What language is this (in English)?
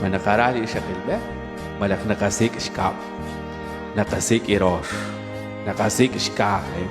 Kekchí